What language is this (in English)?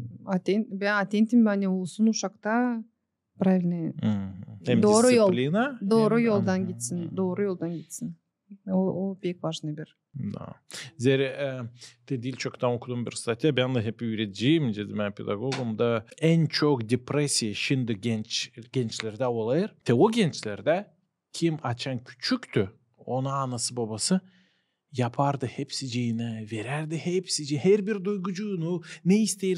Gagauz